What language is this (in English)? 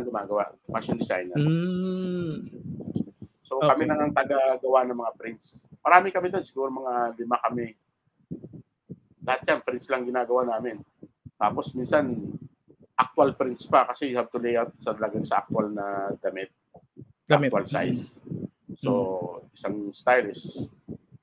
Filipino